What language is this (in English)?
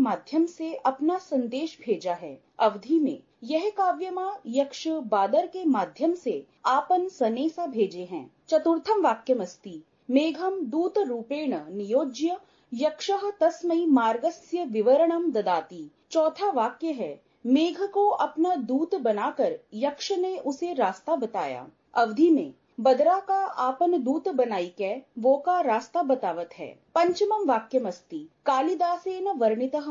Sanskrit